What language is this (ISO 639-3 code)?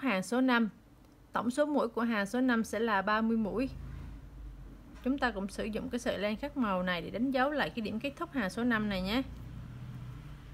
vie